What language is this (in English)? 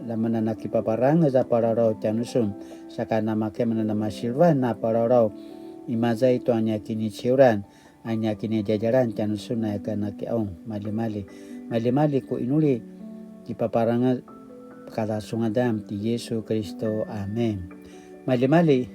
Paiwan